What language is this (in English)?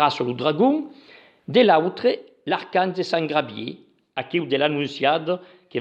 Occitan